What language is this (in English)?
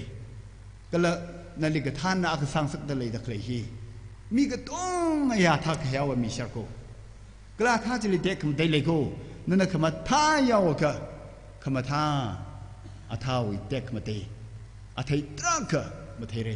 Tangkhul Naga (India)